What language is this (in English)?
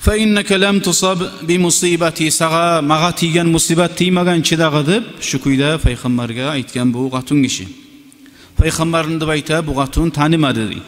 Kumyk